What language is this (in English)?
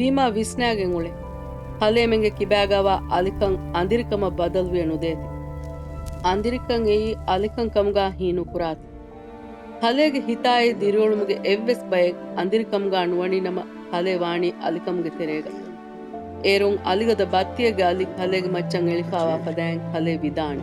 Divehi